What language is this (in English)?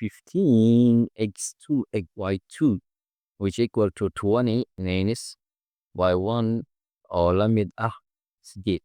Somali